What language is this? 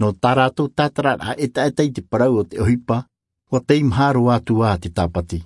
Tahitian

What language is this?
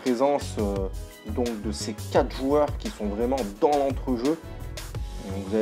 French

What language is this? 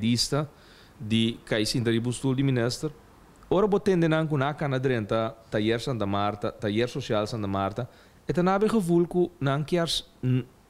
Papiamento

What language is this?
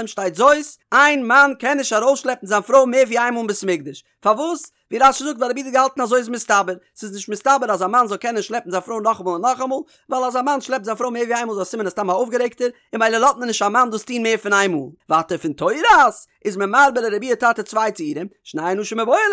Yiddish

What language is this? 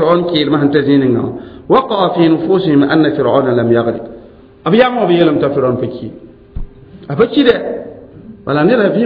Mossi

